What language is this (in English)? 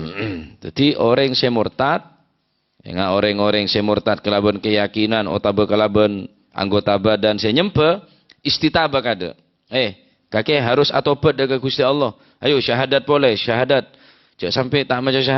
Madurese